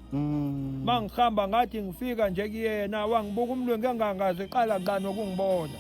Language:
Zulu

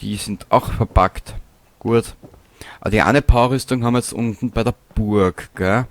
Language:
Bavarian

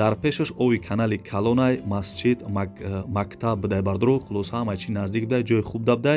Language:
Tajik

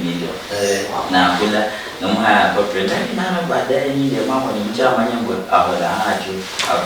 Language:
Luyia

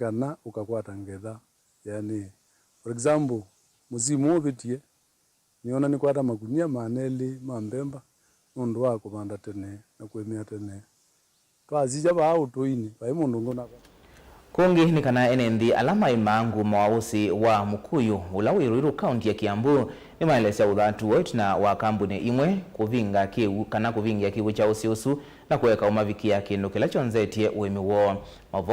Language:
Kamba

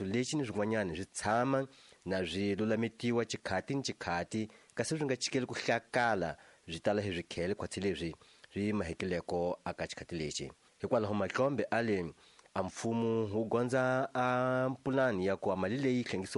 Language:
Tsonga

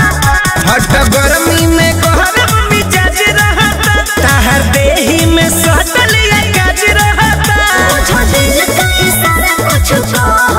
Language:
Bhojpuri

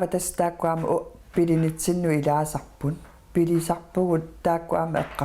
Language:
Kalaallisut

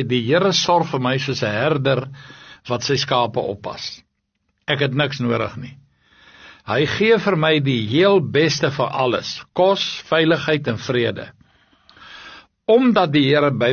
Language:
Afrikaans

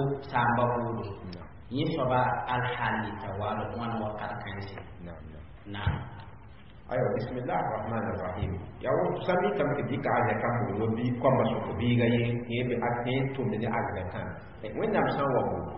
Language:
Mossi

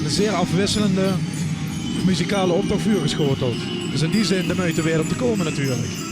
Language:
Limburgish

